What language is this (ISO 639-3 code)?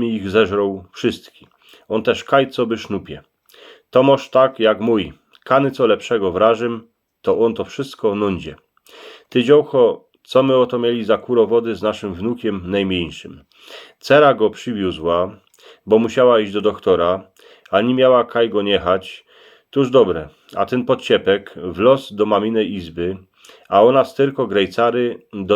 szl